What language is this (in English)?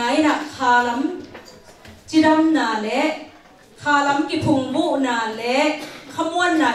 Tedim Chin